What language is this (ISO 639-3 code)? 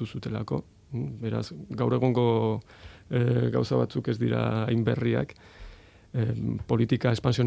eus